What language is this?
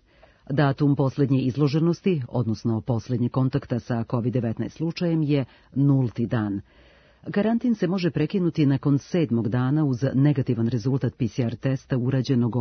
Serbian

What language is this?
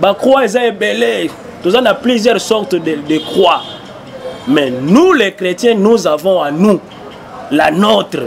Lingala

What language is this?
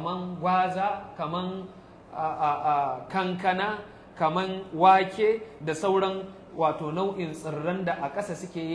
Hausa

